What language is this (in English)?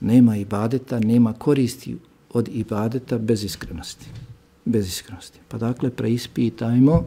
Bosnian